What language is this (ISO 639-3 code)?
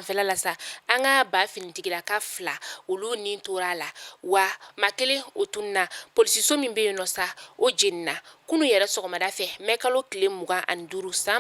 bam